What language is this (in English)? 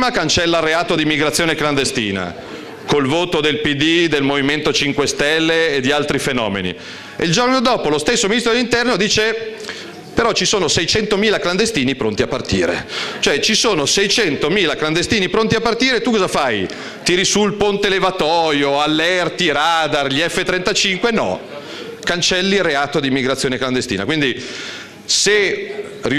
Italian